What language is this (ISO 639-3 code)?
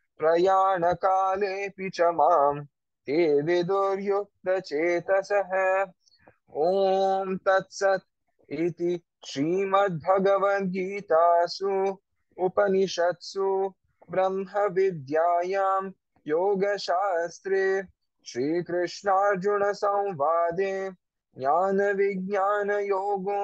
san